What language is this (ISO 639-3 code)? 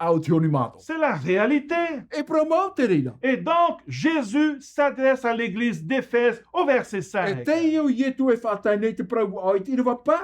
tah